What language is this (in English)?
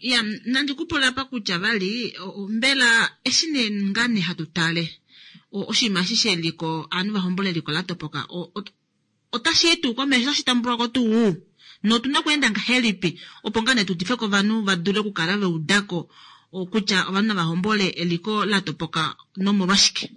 Kuanyama